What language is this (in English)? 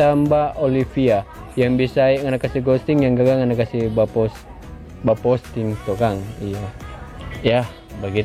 Manado Malay